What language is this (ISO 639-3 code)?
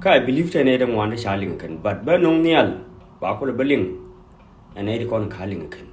nus